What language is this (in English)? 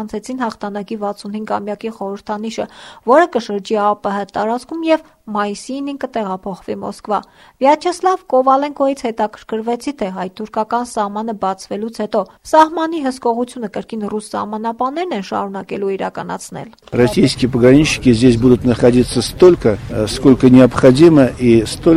Armenian